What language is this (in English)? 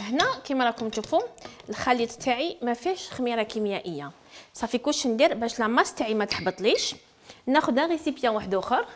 Algerian Arabic